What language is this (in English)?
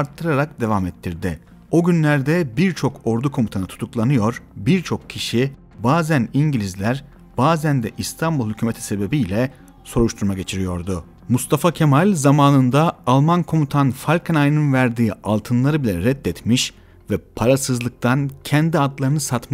Turkish